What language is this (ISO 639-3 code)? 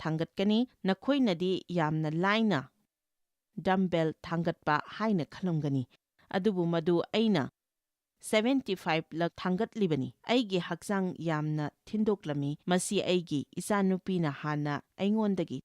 mni